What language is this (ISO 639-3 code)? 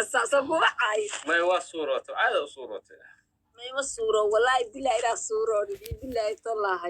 som